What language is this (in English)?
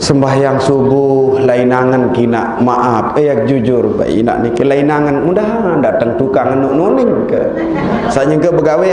Sasak